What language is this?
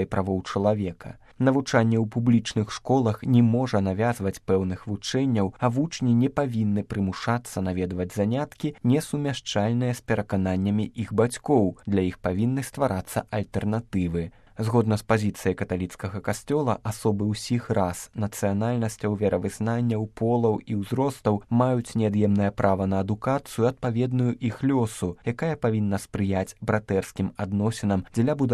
Belarusian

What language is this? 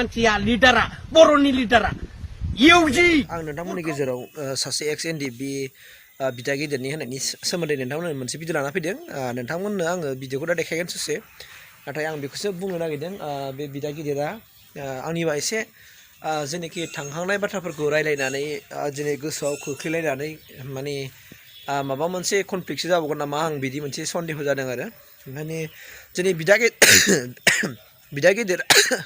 Bodo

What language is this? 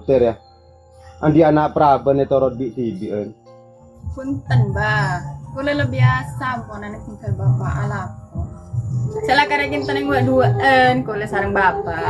Madurese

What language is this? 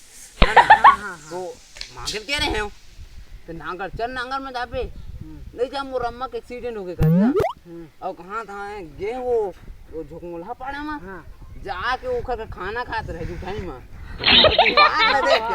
Chhattisgarhi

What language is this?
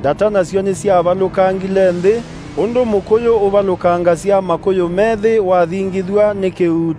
Kamba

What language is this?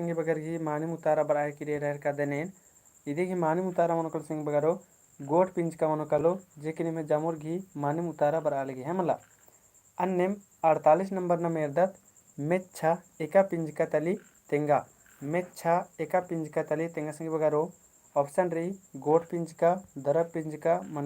Kurukh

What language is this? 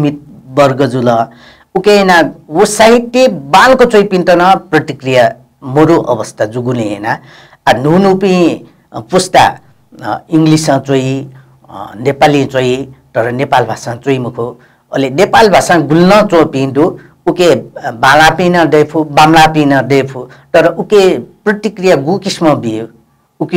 Newari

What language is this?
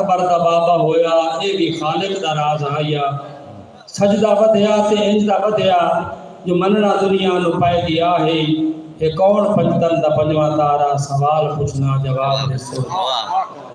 Saraiki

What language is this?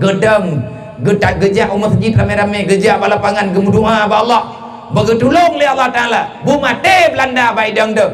Achinese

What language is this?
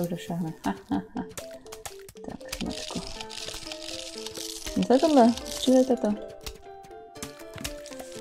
Czech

